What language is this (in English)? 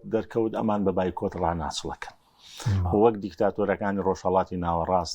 Central Kurdish